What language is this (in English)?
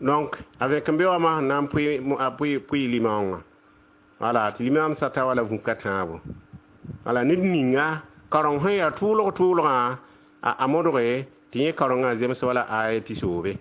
Mossi